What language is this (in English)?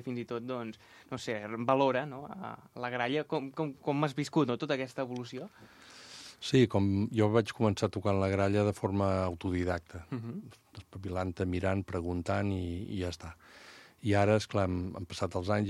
Catalan